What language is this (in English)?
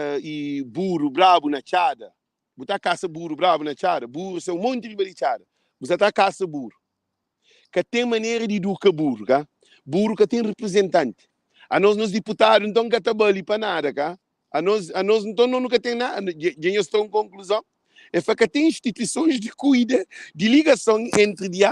Kabuverdianu